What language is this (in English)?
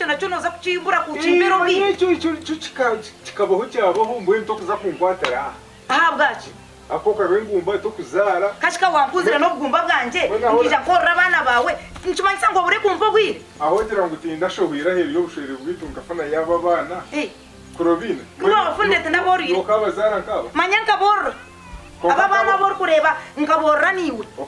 Nyankole